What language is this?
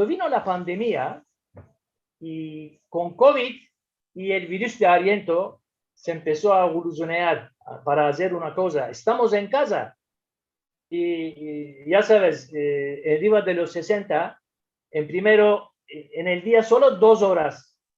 Ladino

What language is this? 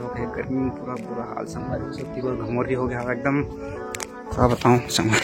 Chhattisgarhi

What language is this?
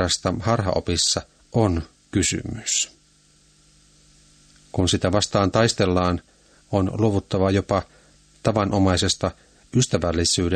Finnish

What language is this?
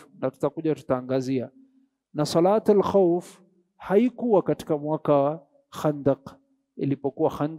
Swahili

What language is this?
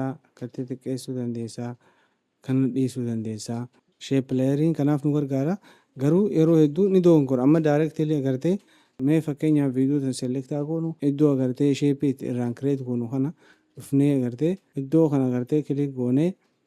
Oromo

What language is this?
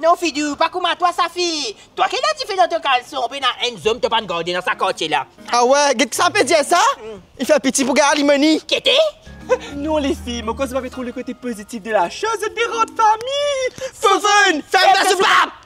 Morisyen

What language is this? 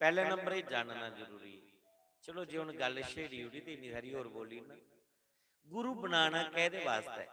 Dogri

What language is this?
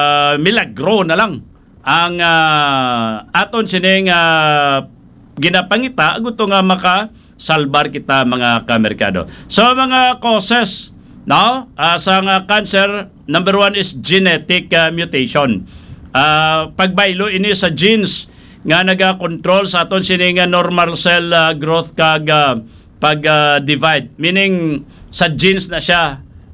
Hiligaynon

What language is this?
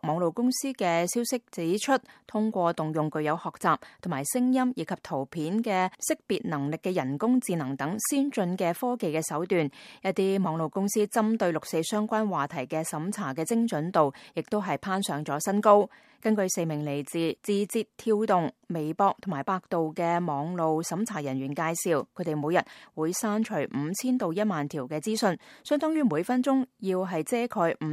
Cantonese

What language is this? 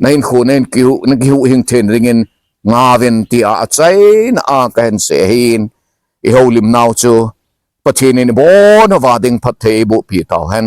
Thado Chin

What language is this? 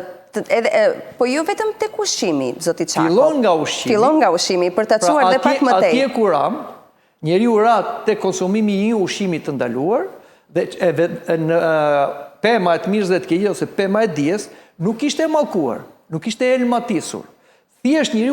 Albanian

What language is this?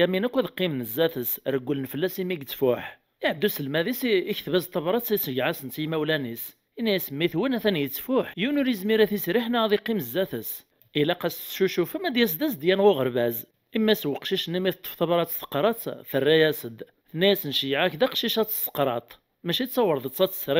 Kabyle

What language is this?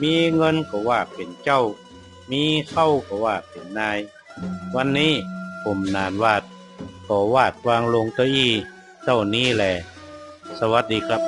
Northern Thai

